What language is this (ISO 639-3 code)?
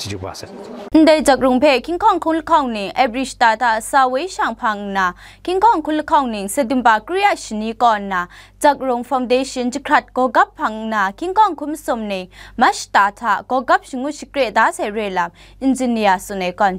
kac